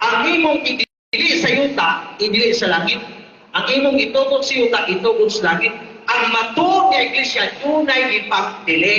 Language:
Cebuano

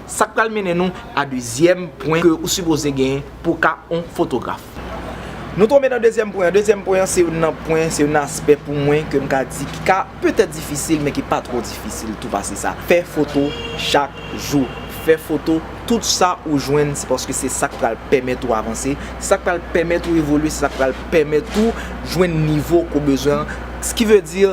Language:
Haitian Creole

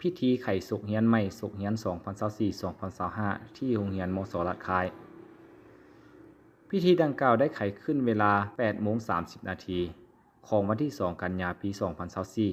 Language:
Lao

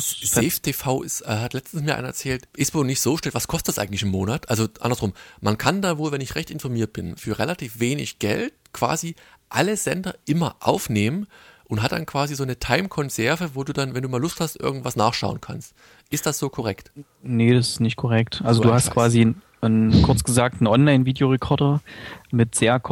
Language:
German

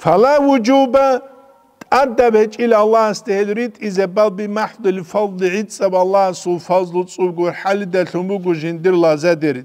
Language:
Avaric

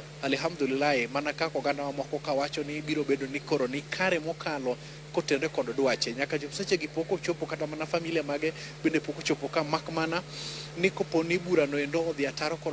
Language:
Luo (Kenya and Tanzania)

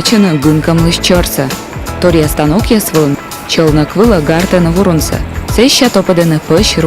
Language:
Komi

